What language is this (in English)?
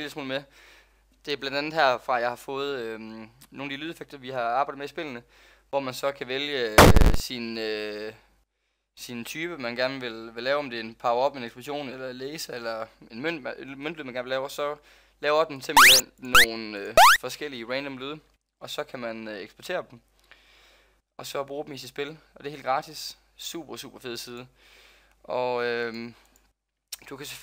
Danish